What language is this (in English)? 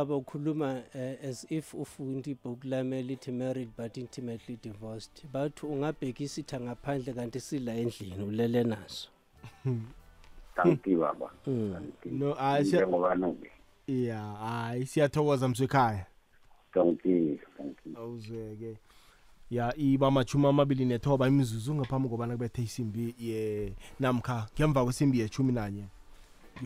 South Ndebele